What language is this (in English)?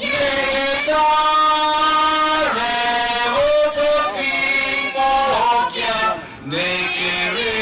Gusii